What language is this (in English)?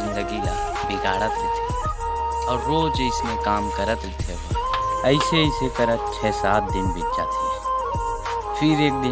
Chhattisgarhi